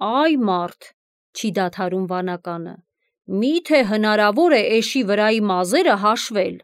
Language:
Armenian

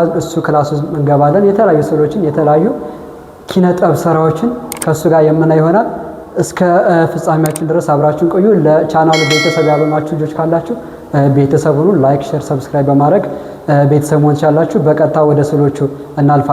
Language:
Amharic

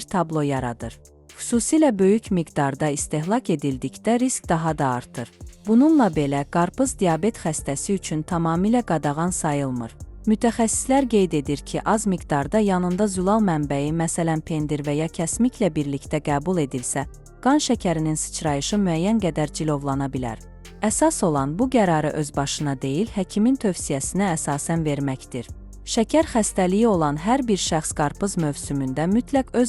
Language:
Azerbaijani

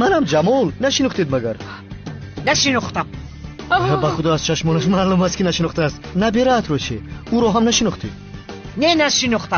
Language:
Tajik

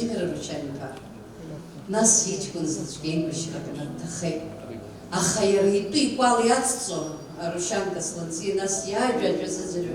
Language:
Abkhazian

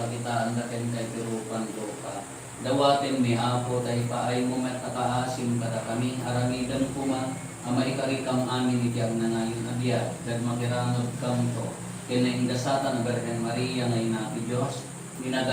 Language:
Iloko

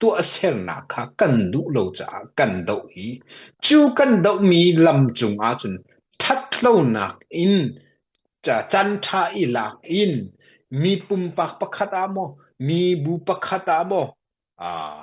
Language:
Hakha Chin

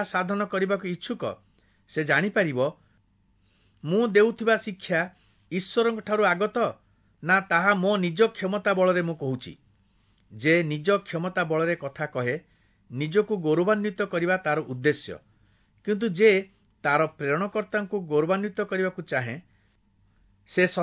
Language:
Odia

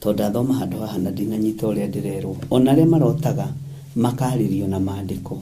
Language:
Kikuyu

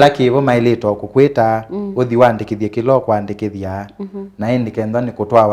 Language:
Kamba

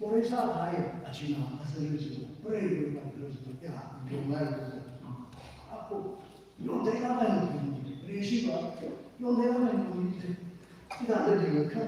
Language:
Tangkhul Naga (India)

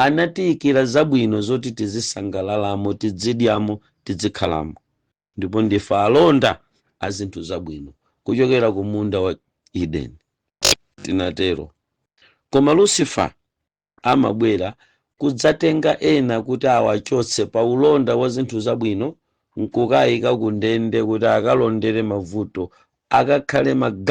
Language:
Nyanja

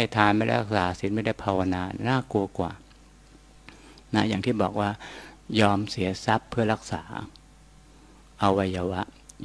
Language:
Thai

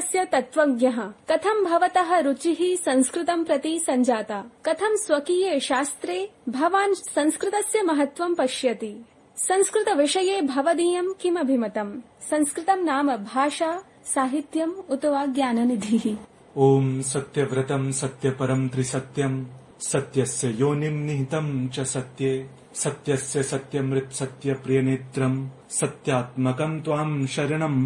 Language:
Sanskrit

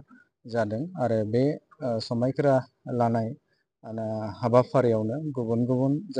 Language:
Bodo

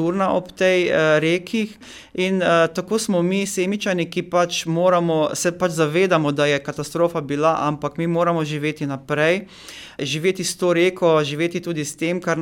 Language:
Slovenian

